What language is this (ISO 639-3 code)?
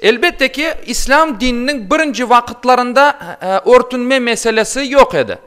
crh